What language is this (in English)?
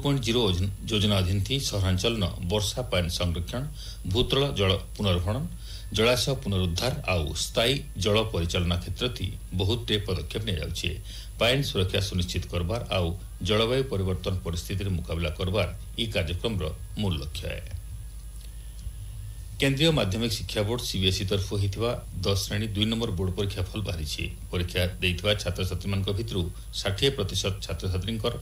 Odia